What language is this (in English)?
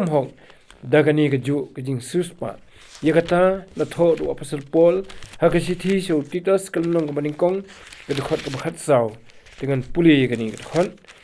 Khasi